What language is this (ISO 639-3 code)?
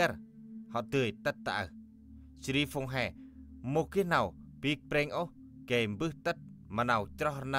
cmo